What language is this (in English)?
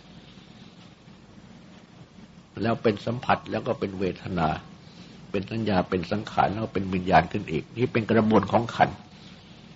Thai